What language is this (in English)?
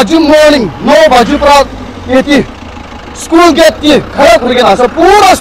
Naga Pidgin